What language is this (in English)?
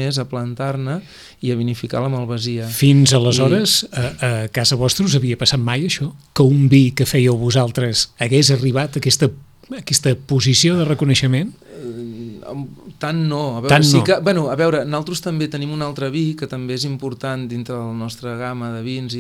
Catalan